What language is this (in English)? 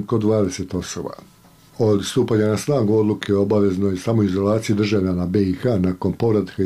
Bosnian